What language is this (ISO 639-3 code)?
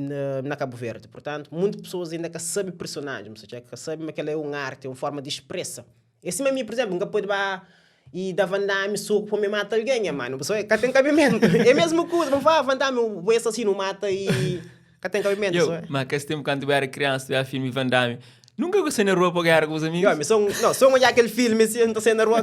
kea